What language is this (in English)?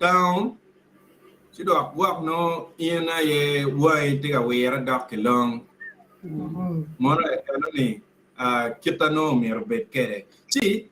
Acoli